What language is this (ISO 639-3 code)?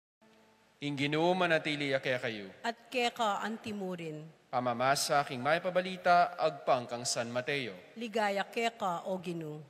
pam